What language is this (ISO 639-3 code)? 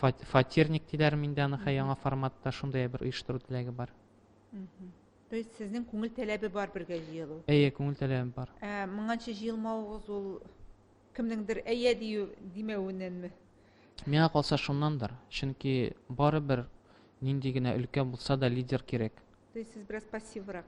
tat